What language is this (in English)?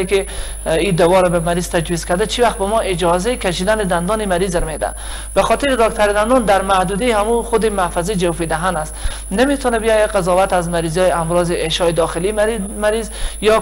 Persian